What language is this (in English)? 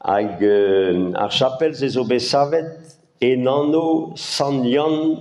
Breton